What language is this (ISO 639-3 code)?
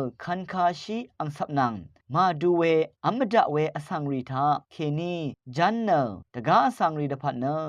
raw